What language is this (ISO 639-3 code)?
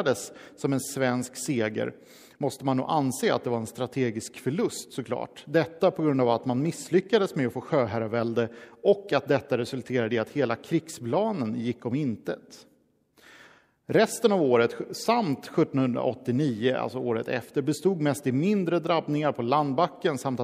swe